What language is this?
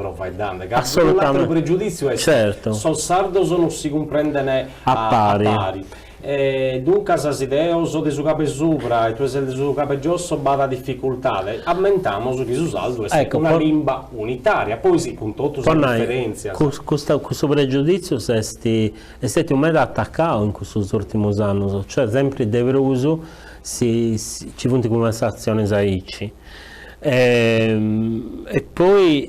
Sardinian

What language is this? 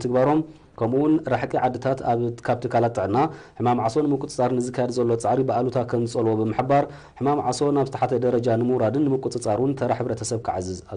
Tigrinya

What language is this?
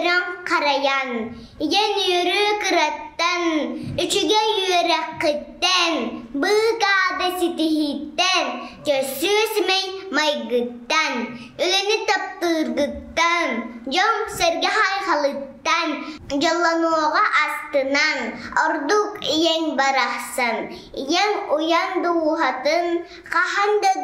Yakut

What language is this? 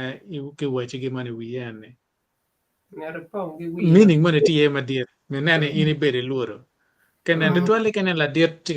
Acoli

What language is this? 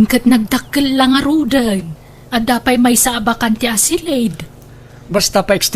Iloko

